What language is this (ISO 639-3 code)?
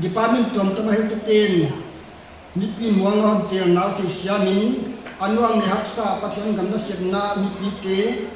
pck